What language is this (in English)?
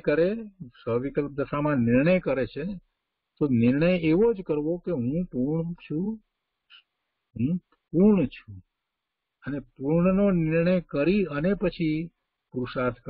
Gujarati